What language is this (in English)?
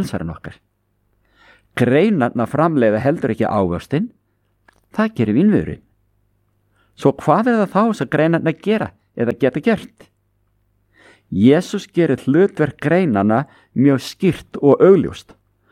Icelandic